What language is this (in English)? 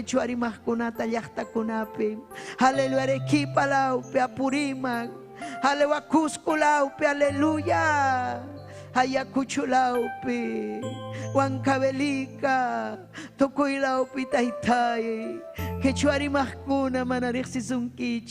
Ayacucho Quechua